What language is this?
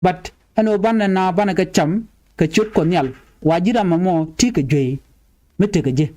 Nuer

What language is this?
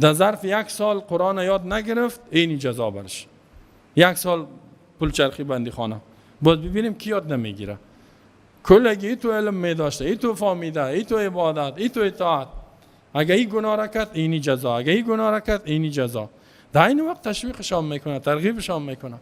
Persian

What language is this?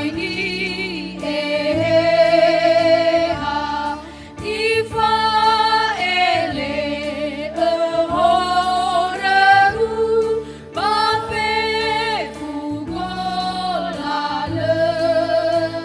Nias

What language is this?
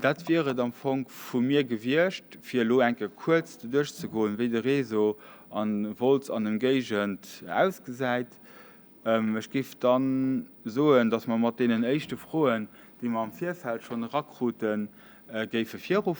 Luxembourgish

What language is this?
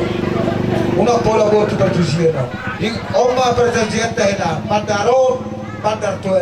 Batak Toba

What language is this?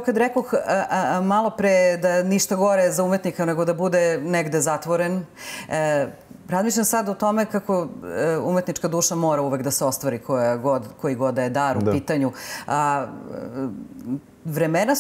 Serbian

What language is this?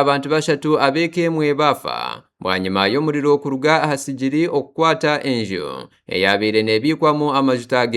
Nyankole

